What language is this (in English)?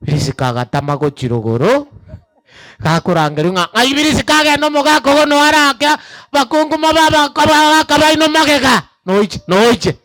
Gusii